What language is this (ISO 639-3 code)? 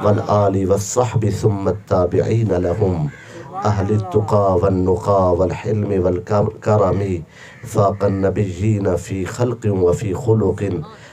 skr